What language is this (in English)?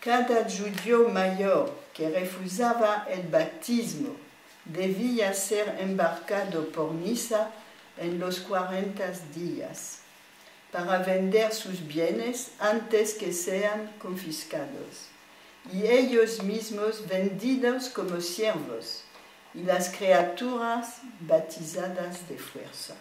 Ladino